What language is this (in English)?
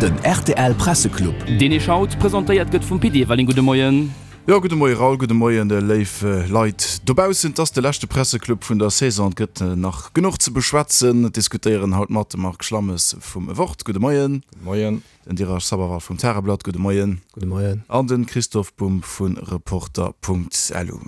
Luxembourgish